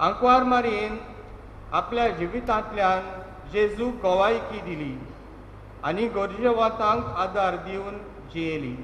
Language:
Konkani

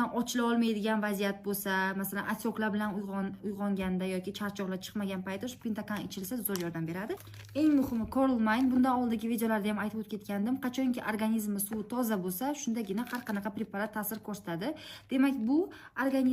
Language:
Uzbek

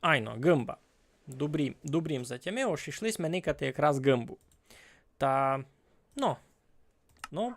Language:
Rusyn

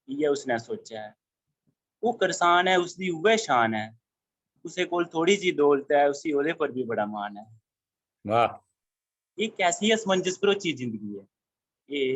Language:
Dogri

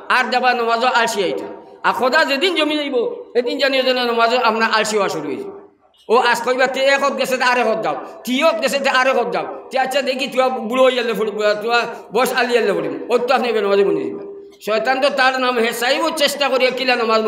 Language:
Sylheti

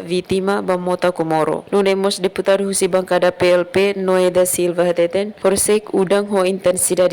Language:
Tetum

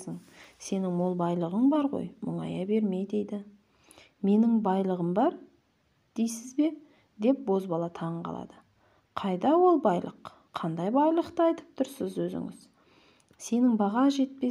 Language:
Kazakh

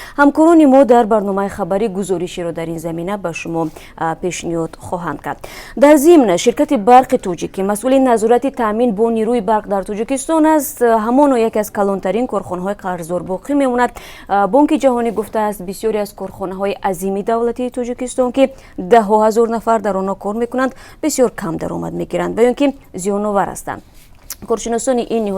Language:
Tajik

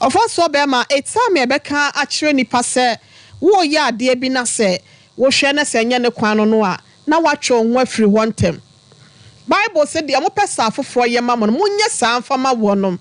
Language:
Akan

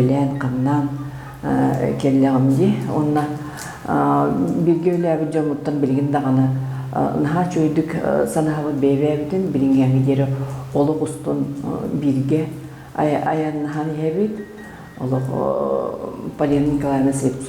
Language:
Yakut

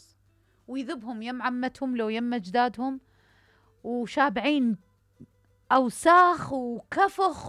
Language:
Mesopotamian Arabic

